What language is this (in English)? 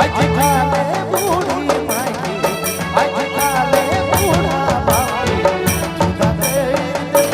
Sadri